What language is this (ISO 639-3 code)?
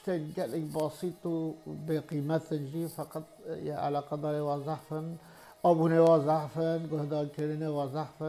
kur